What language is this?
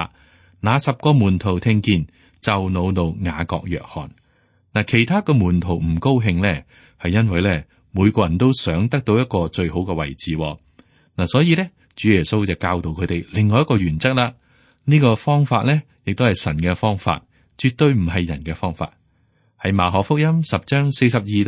Cantonese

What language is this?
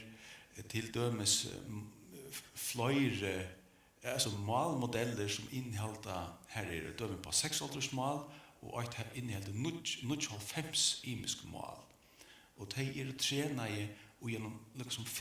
Faroese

